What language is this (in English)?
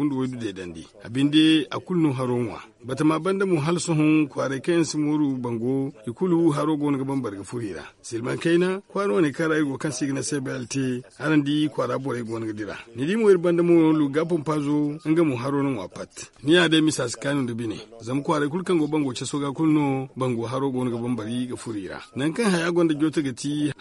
Zarma